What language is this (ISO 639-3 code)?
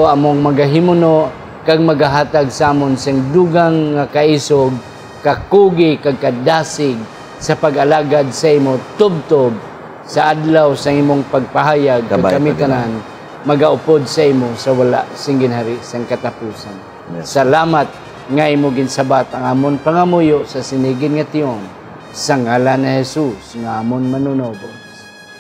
hil